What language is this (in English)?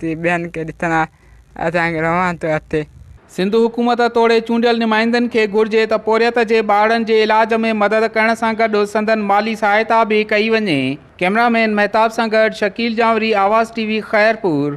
Sindhi